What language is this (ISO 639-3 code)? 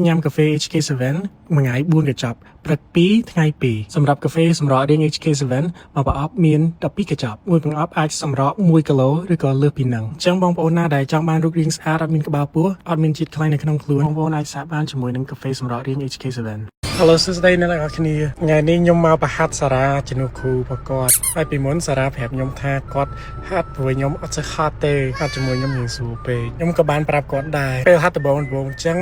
khm